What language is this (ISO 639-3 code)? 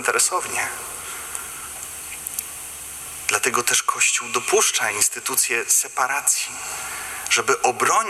pol